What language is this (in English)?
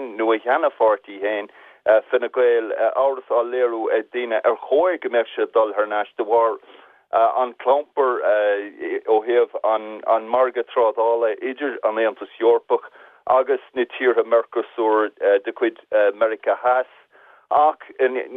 Irish